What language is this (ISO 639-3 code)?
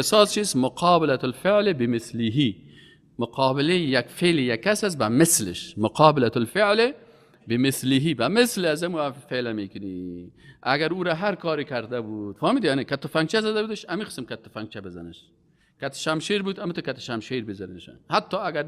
fas